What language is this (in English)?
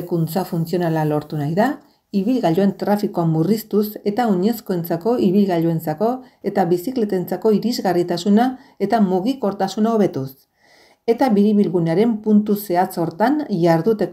Basque